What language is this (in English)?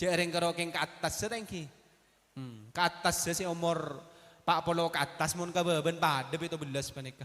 Madurese